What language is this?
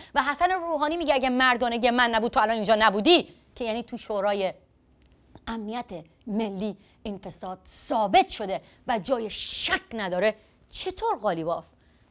Persian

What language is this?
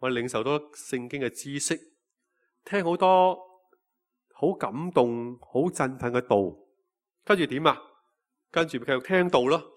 Cantonese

